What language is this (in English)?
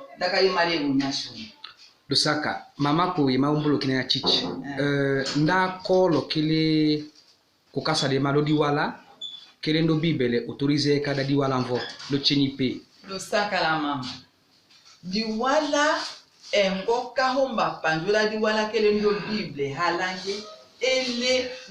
Tetela